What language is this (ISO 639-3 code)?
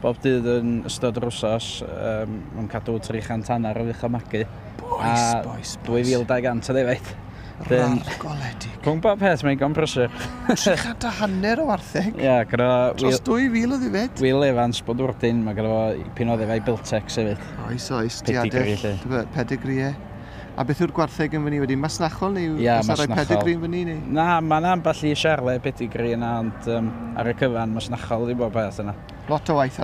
cym